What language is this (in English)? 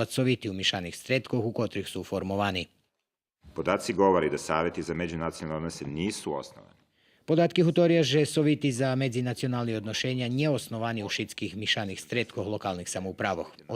Rusyn